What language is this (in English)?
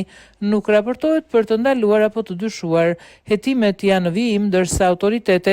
Albanian